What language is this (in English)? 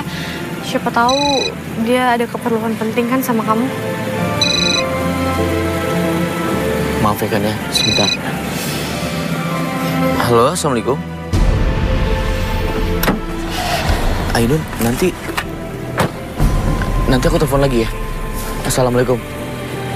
Indonesian